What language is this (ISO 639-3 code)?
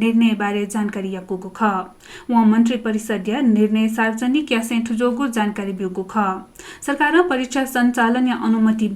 new